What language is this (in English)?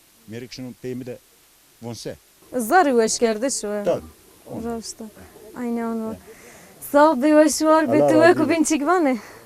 Zaza